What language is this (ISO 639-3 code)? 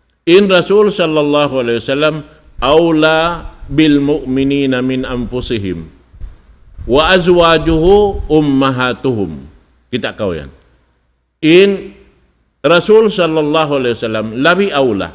tsg